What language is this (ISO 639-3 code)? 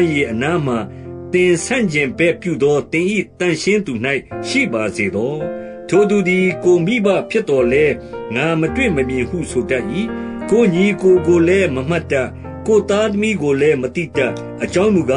mya